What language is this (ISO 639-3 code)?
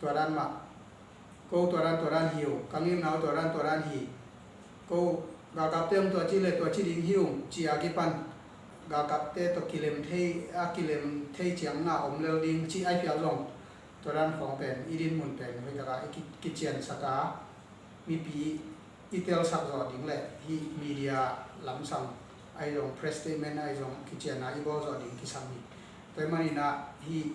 ctd